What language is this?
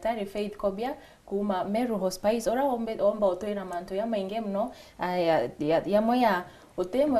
Meru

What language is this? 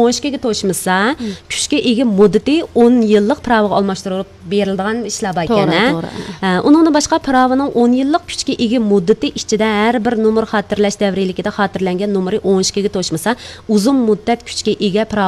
Uyghur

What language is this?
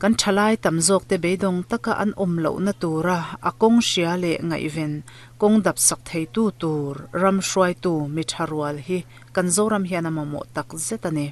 Mizo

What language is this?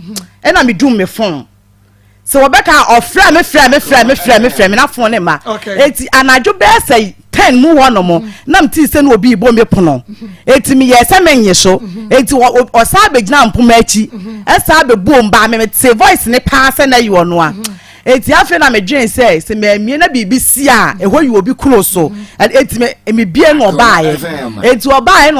Akan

